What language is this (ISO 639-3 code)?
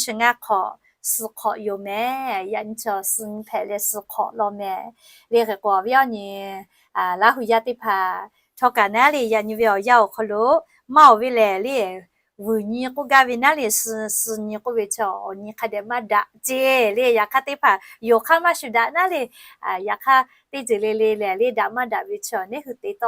lhu